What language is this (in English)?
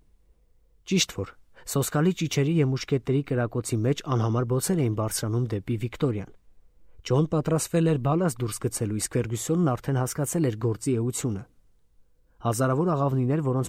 Armenian